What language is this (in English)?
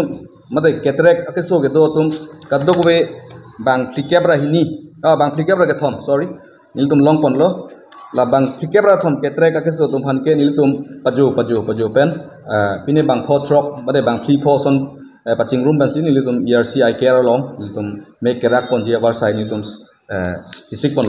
Karbi